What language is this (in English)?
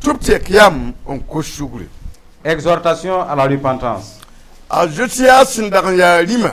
Mossi